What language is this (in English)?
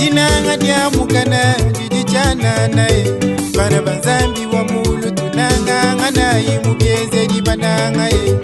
Luba-Lulua